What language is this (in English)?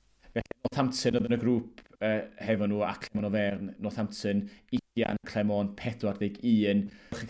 Welsh